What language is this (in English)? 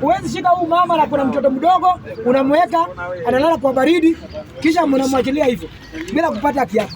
Swahili